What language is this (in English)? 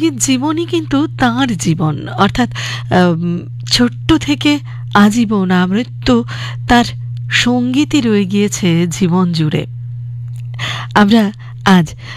Bangla